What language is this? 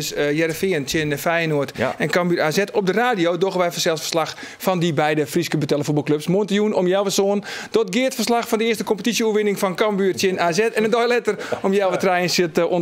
Western Frisian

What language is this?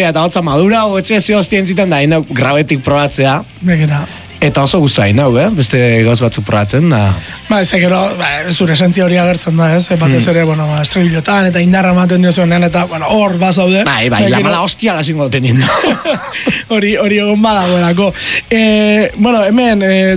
Basque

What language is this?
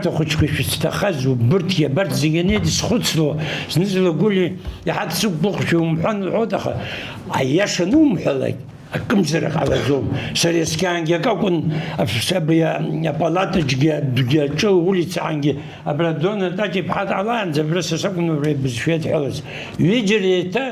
Abkhazian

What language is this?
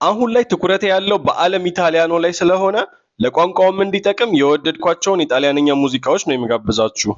Amharic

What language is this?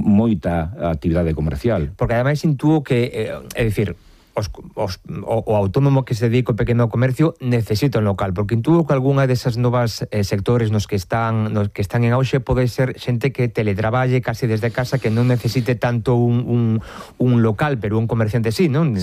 Galician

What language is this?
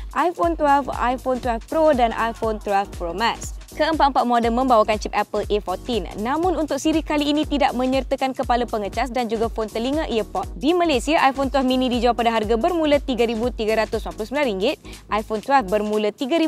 Malay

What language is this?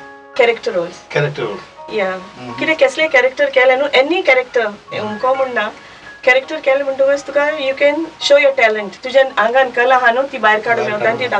Konkani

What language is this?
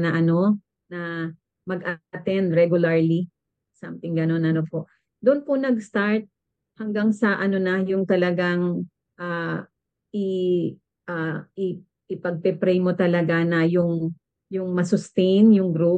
Filipino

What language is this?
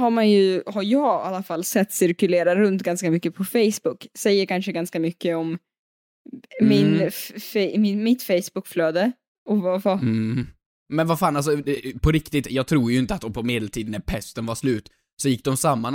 Swedish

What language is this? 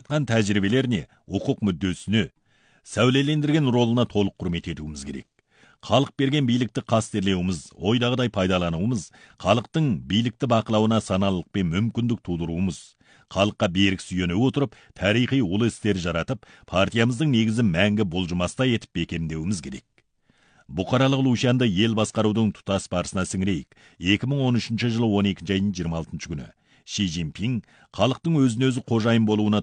Kazakh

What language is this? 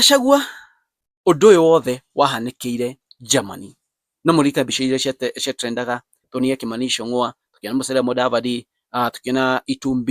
Kikuyu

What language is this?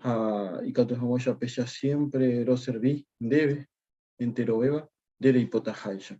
Guarani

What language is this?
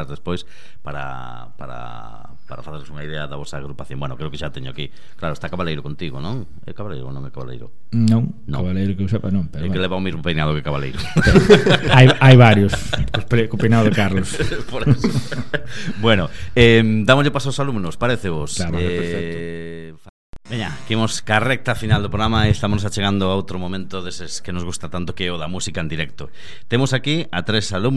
Galician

